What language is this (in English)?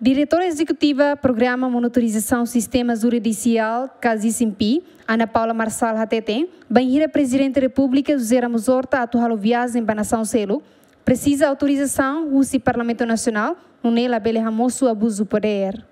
Tetum